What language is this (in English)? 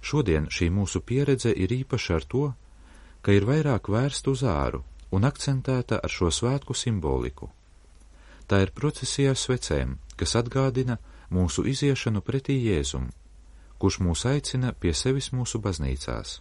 Latvian